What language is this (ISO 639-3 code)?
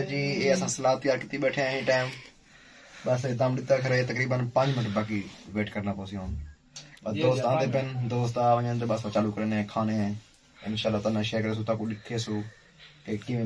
skr